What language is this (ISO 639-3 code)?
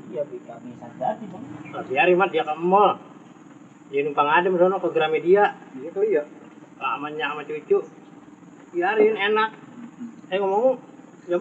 bew